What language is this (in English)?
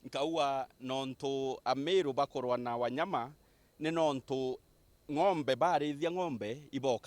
Meru